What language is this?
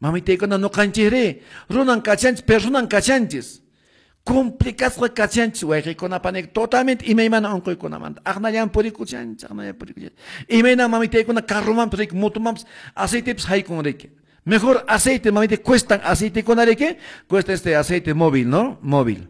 Quechua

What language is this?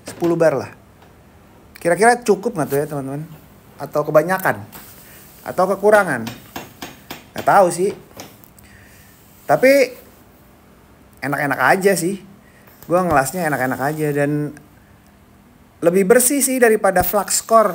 Indonesian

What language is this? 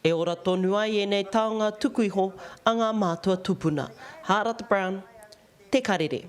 Māori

